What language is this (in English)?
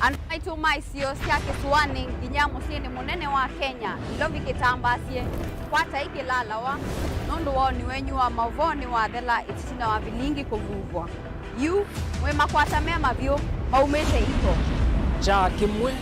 Kamba